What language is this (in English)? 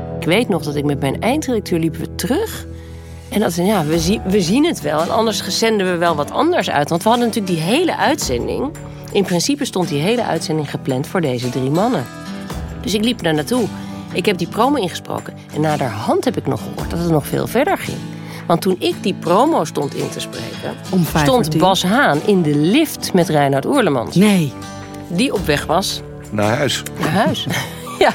Dutch